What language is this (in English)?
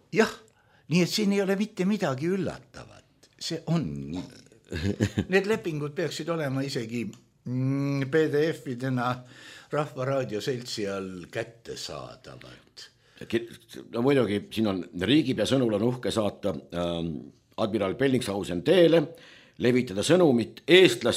Estonian